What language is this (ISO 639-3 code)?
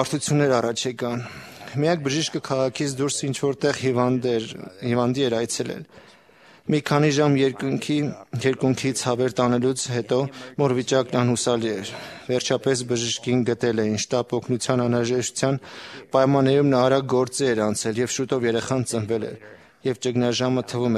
hye